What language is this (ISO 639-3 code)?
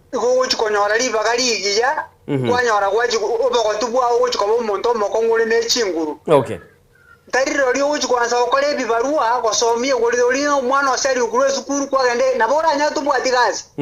guz